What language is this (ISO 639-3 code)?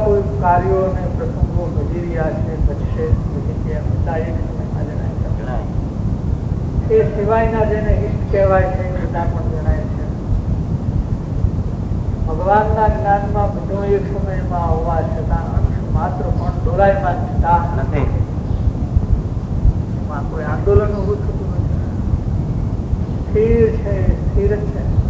guj